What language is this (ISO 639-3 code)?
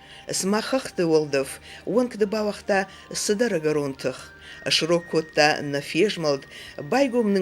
oss